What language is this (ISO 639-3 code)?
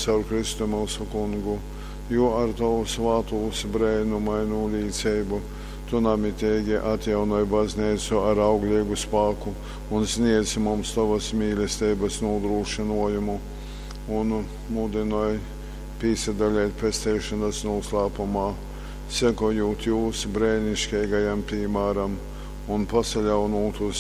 ltg